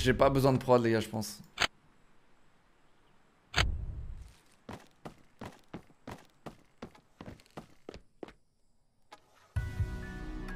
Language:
French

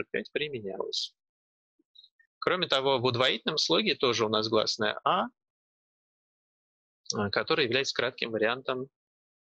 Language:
Russian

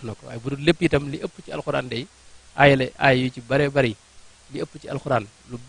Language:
Wolof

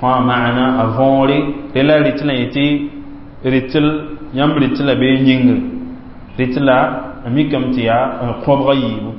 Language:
Mossi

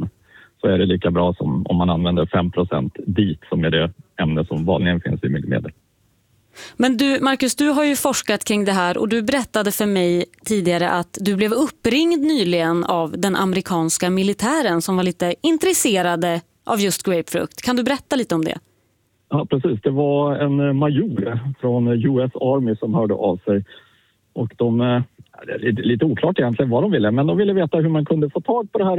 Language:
Swedish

